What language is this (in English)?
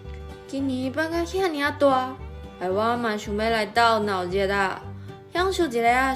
Min Nan Chinese